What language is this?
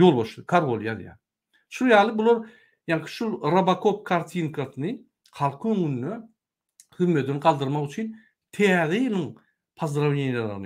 Turkmen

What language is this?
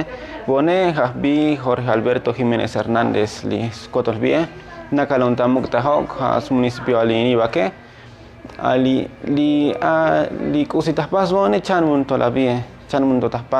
Tzotzil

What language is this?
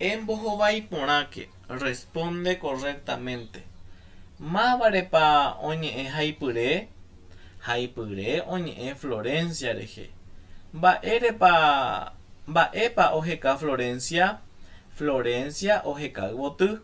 Guarani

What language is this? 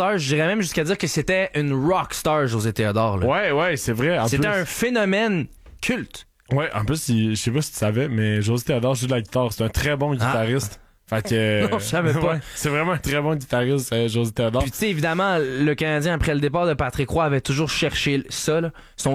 French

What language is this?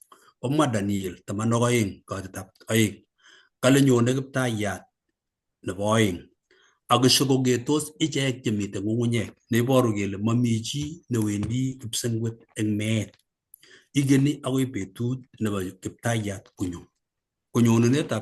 Kalenjin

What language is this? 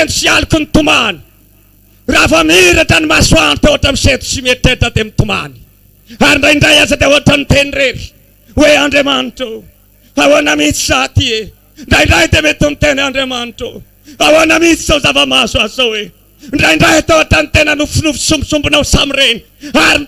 Malagasy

